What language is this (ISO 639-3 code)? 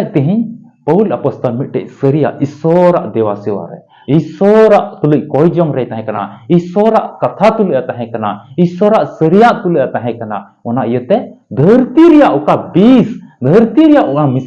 sat